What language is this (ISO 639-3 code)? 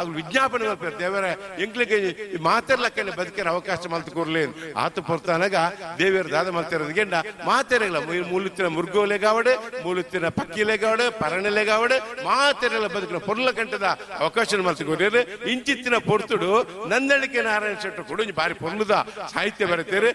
tcy